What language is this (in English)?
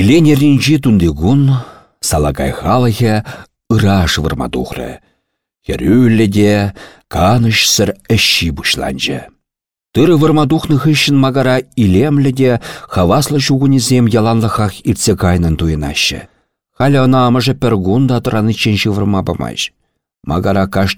Chuvash